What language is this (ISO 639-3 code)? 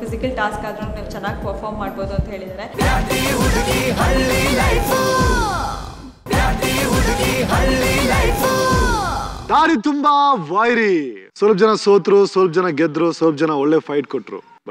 kan